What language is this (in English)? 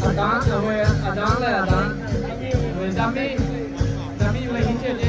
Lahu